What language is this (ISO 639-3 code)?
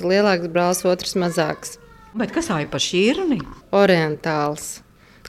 lav